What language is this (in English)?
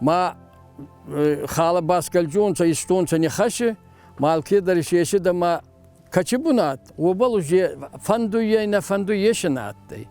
Ossetic